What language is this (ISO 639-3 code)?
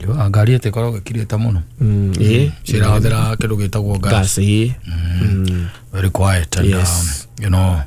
kik